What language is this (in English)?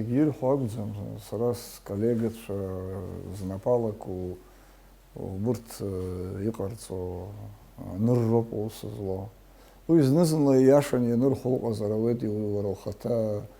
Abkhazian